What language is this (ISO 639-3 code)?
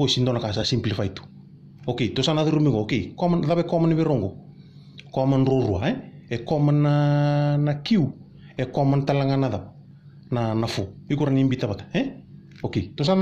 fij